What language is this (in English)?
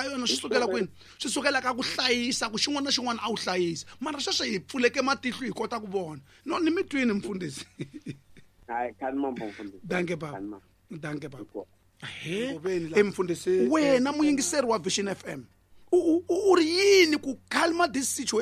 Tsonga